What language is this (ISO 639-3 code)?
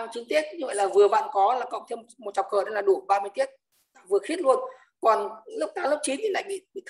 vie